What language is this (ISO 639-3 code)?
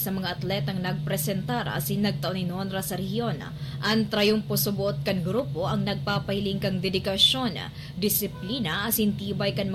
bik